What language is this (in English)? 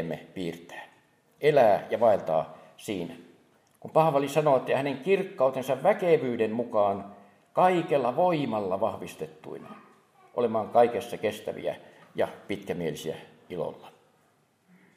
Finnish